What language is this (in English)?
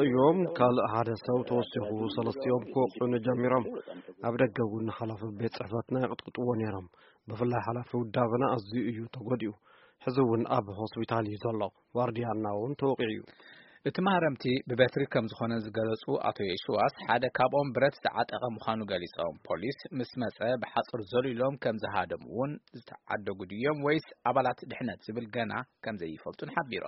Tigrinya